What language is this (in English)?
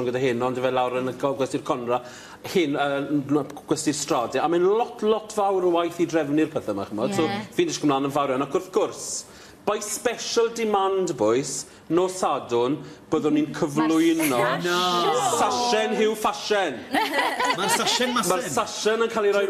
Welsh